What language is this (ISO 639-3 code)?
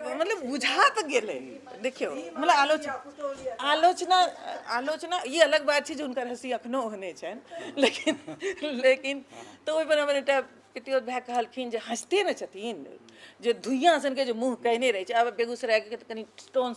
mai